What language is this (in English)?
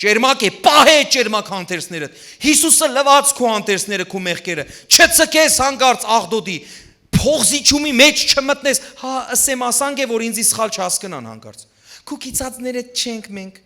Western Armenian